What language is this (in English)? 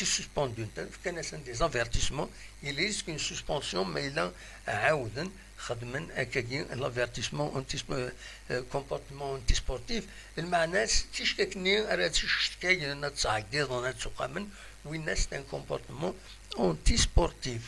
Kabyle